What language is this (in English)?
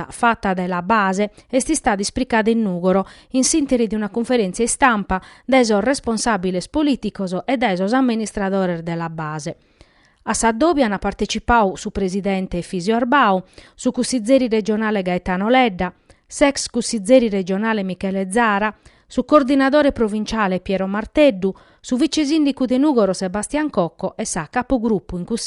Sardinian